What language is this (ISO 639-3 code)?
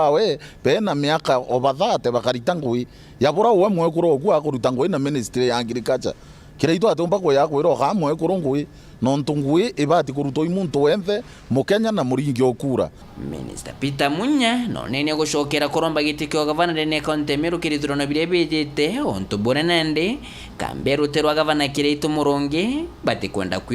mer